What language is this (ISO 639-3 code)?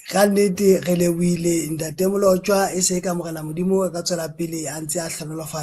sot